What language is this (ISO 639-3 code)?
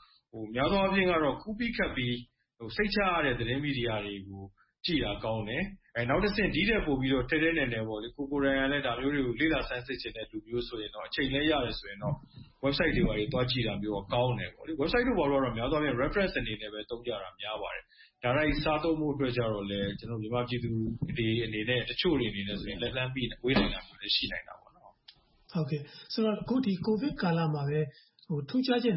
mya